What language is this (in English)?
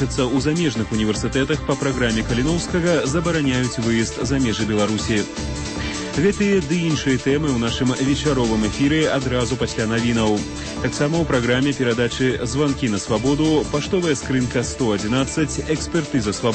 Belarusian